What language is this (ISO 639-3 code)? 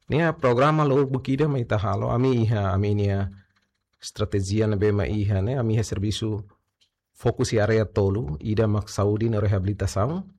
tet